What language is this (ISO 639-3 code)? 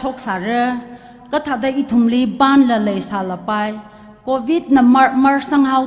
nmf